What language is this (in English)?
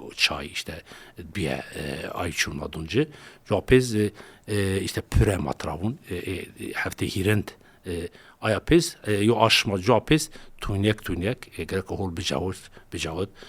Zaza